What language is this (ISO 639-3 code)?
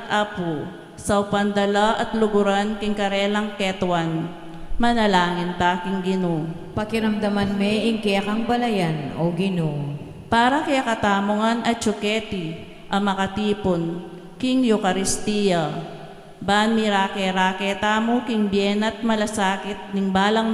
pam